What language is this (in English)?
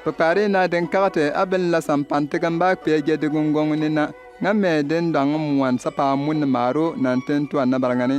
Bimoba